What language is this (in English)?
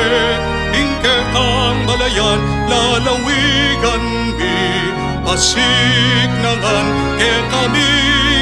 Pampanga